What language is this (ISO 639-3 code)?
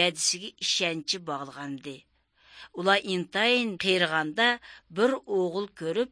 uig